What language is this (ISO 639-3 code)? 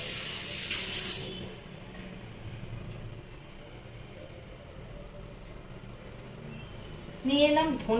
ben